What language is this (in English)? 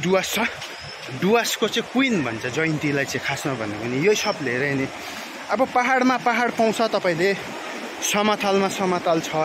Nepali